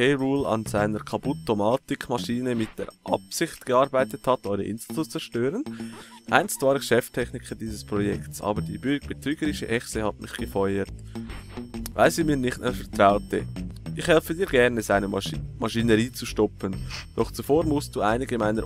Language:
Swiss German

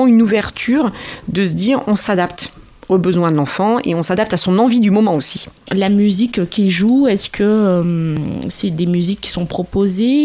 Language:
French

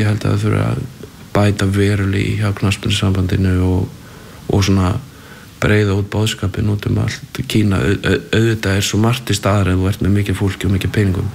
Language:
Icelandic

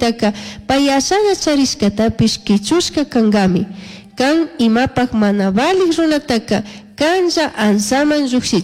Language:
Chimborazo Highland Quichua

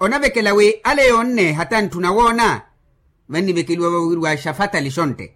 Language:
Makhuwa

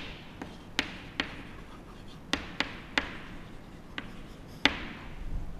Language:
Kannada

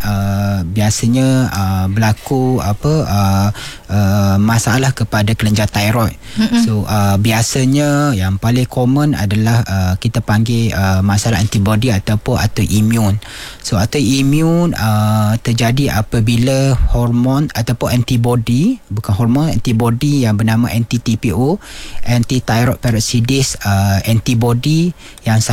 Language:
Malay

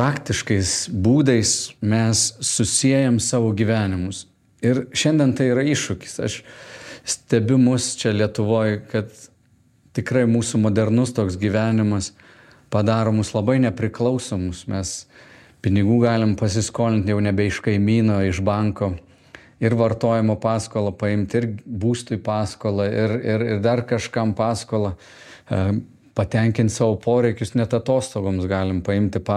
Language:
Lithuanian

